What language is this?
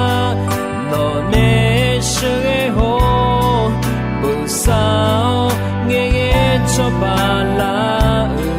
Akha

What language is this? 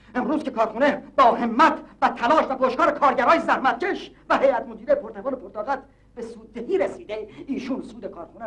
Persian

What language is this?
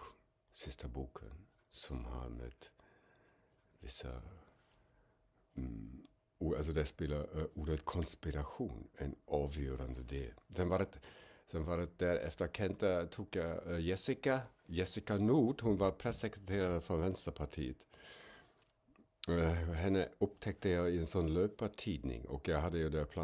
Swedish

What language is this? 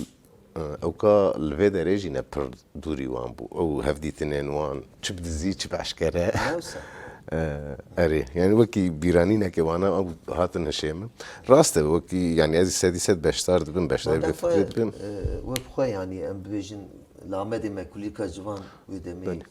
Kurdish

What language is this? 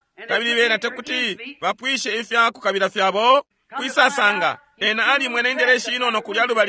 Bemba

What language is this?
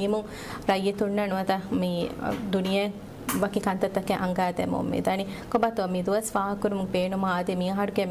Divehi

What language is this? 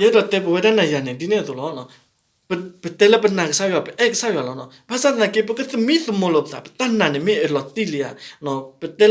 S'gaw Karen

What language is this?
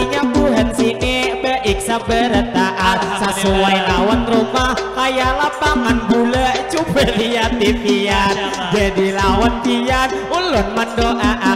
Banjar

